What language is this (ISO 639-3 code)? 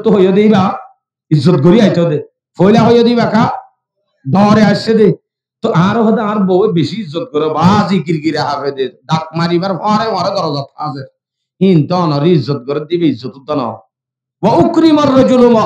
rhg